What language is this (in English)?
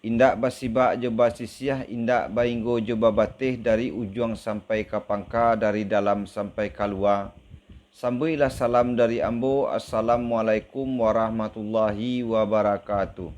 Minangkabau